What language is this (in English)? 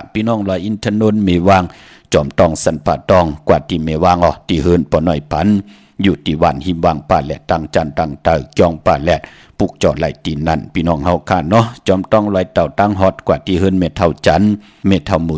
Shan